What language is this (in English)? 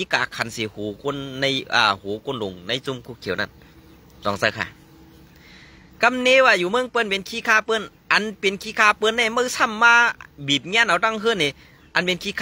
Shan